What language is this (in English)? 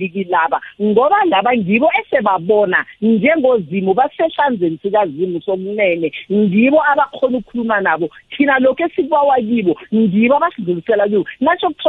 South Ndebele